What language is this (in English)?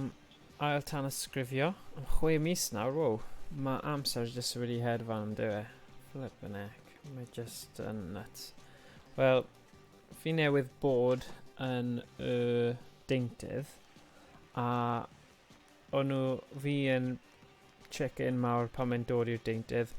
Welsh